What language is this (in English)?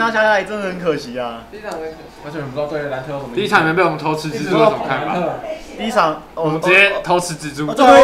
Chinese